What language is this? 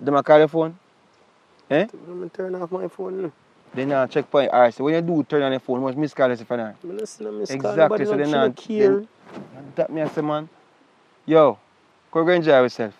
Jamaican Creole English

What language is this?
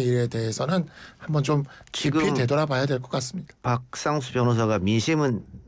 Korean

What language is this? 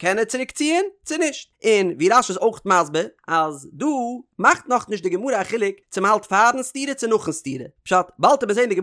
Yiddish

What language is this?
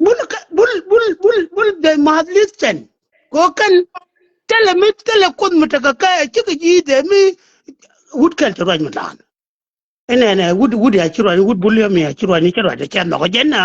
Nuer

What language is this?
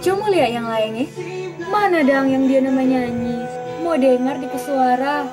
Manado Malay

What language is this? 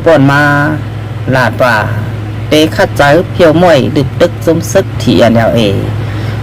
Shan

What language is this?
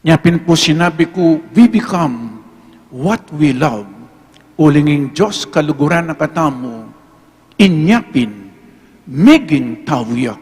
Pampanga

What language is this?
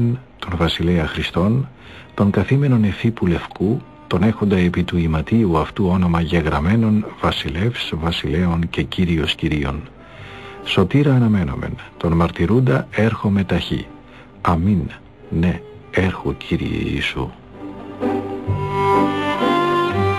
Greek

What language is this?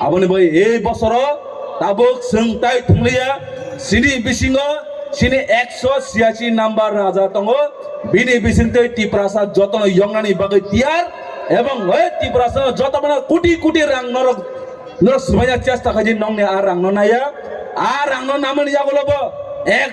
Kok Borok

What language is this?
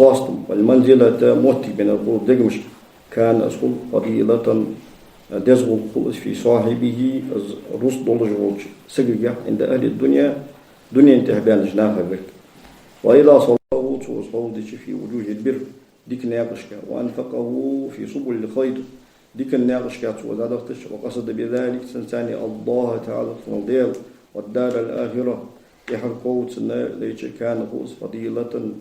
Ingush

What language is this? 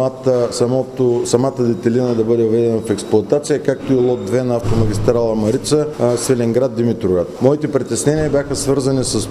Bulgarian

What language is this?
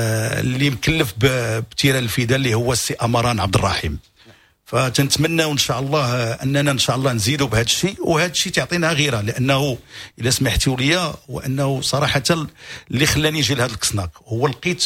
Moroccan Arabic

